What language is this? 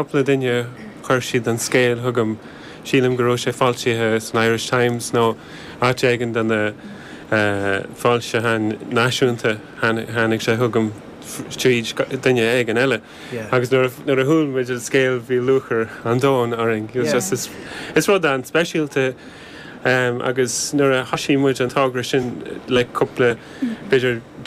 Irish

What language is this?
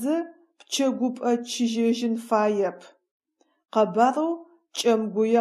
Adyghe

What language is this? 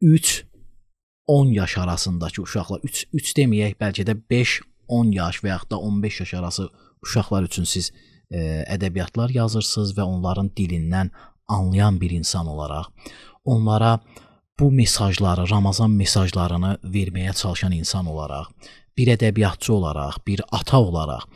Azerbaijani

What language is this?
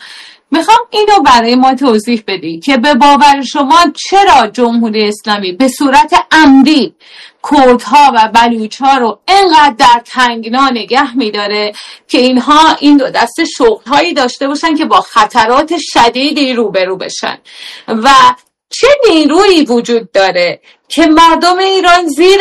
Persian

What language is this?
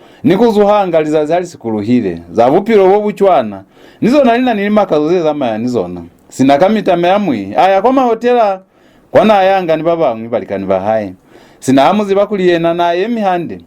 Lozi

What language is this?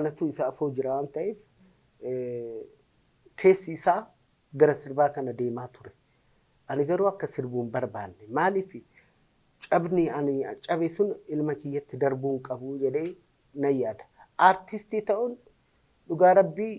Oromo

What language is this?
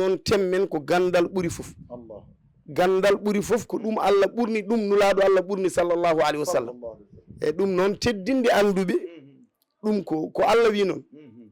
Fula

